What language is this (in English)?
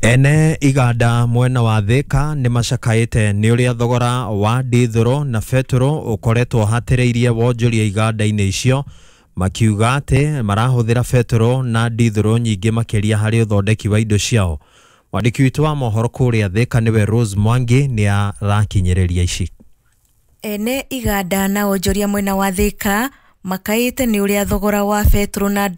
Kikuyu